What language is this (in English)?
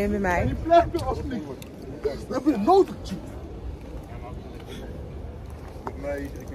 Dutch